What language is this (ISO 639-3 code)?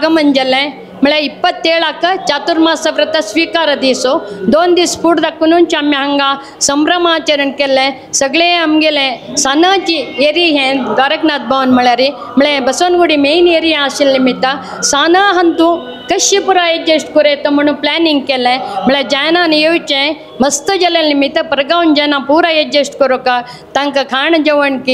kok